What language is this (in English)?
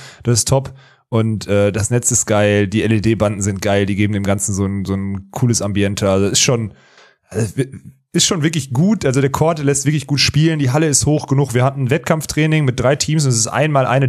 German